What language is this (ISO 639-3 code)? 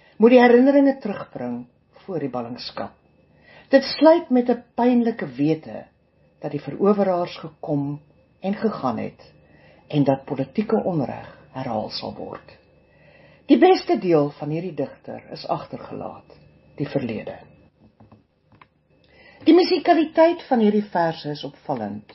afr